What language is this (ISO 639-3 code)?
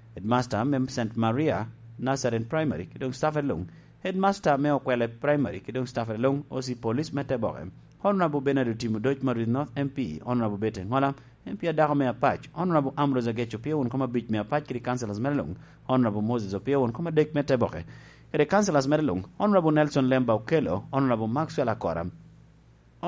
laj